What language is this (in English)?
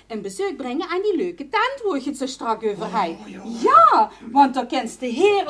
Limburgish